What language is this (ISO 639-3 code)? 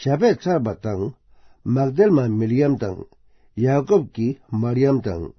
bod